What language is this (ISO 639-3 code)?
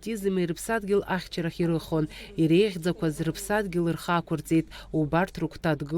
abk